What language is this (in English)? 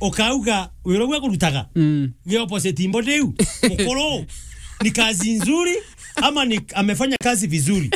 Meru